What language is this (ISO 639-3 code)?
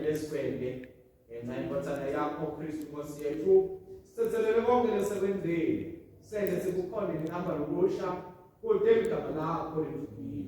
ssw